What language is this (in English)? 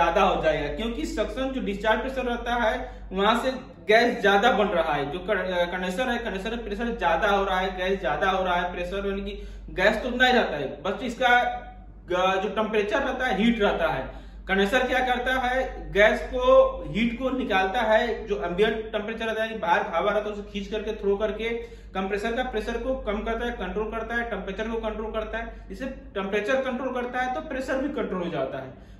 Hindi